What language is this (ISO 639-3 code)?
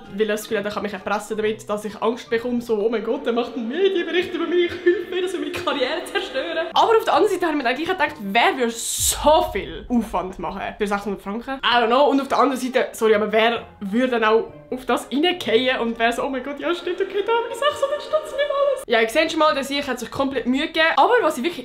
gsw